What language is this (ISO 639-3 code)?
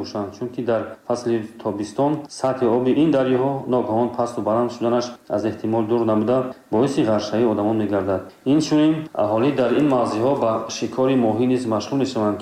tgk